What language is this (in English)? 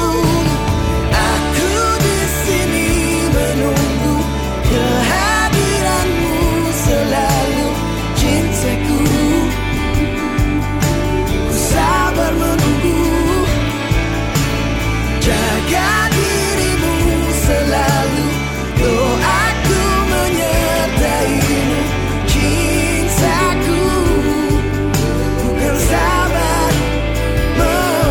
Indonesian